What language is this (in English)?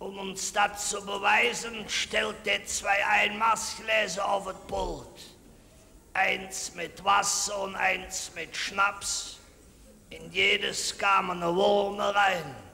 Colognian